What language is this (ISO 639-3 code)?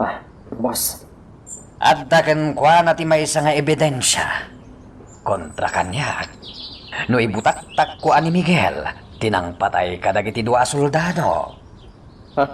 ilo